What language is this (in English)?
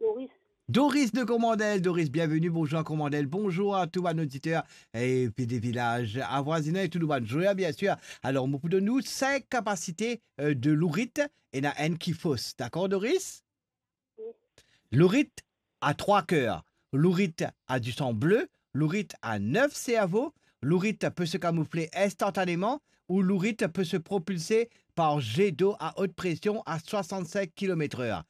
Morisyen